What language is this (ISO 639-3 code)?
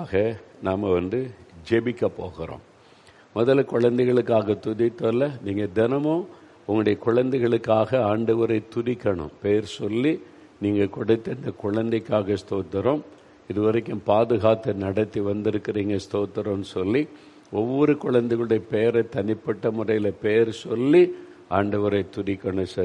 tam